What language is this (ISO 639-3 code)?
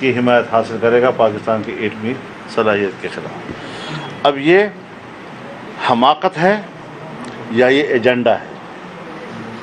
urd